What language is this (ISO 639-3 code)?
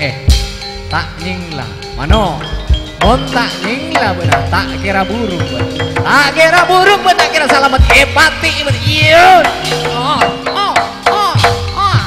mad